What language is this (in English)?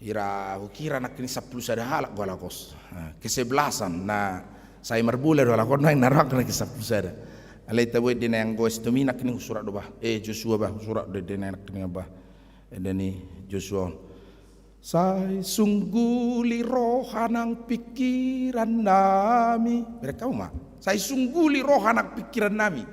Batak Toba